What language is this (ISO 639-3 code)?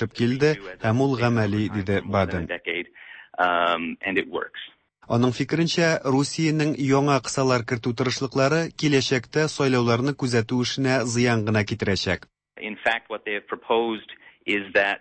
tat